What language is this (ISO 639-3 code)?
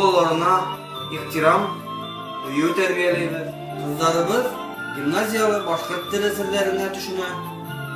bak